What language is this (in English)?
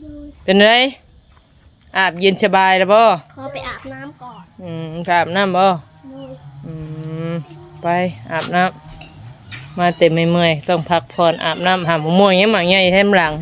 Northeastern Thai